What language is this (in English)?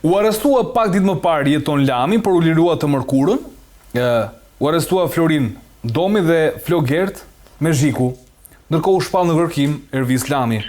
Albanian